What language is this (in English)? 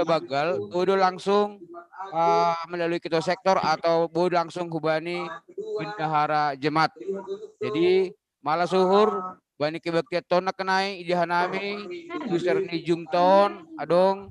Batak Simalungun